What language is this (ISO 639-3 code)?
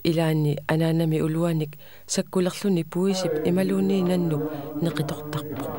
kal